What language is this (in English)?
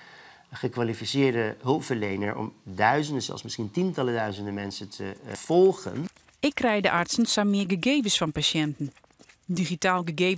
Western Frisian